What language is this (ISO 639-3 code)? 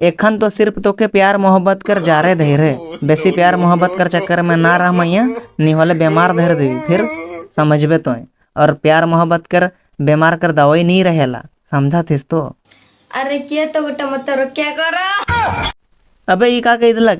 sck